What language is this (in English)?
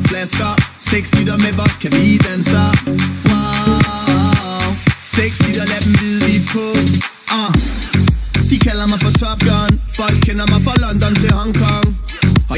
Danish